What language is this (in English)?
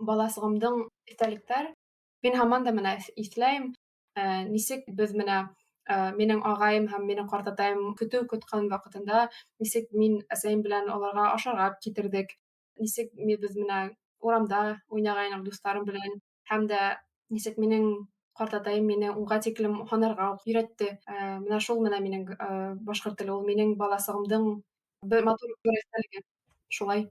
Bashkir